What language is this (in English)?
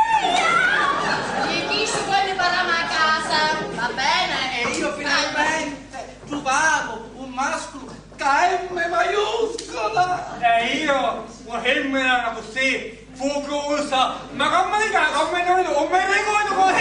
Sicilian